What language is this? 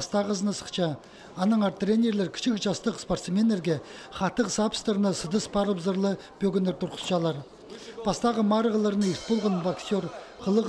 Khakas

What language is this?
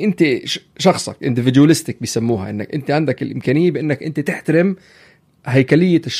North Levantine Arabic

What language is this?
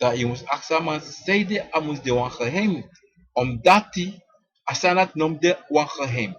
Sranan Tongo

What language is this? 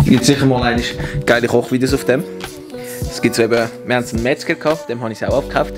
Swiss German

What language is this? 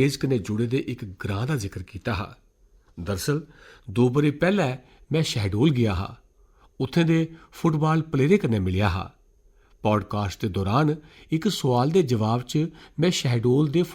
Dogri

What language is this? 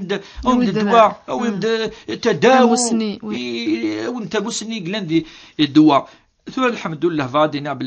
Kabyle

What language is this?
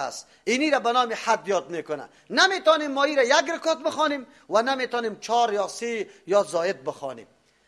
Persian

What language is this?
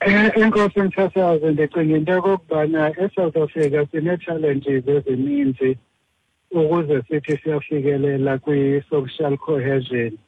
Xhosa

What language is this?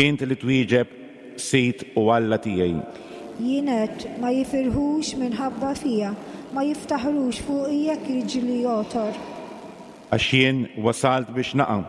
Maltese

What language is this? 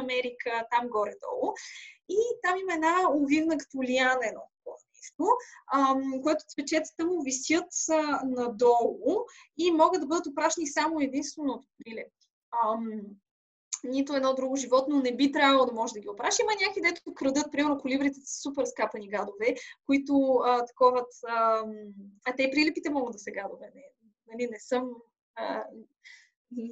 Bulgarian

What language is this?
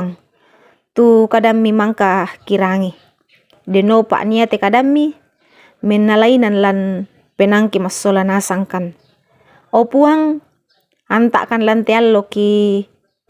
Toraja-Sa'dan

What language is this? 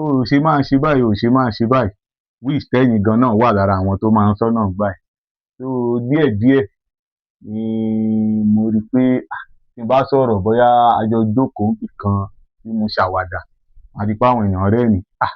Yoruba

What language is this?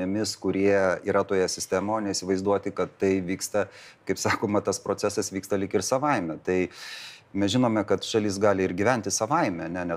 Lithuanian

